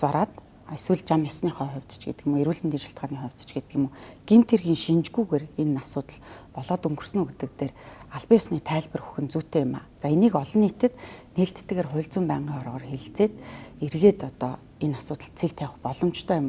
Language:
Mongolian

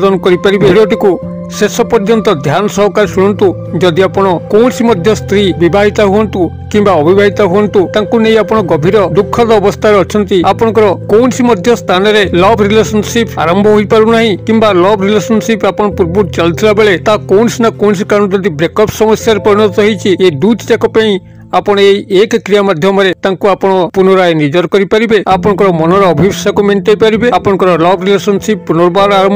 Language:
Odia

